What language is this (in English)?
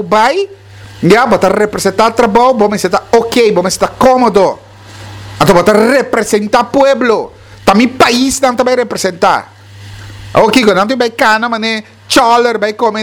Papiamento